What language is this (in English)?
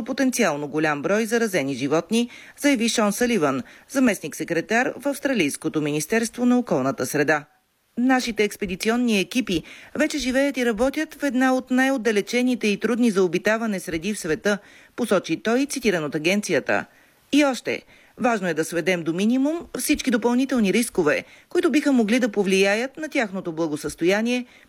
Bulgarian